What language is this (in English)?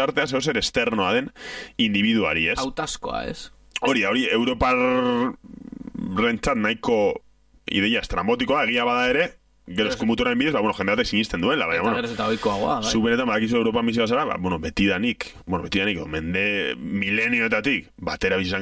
Basque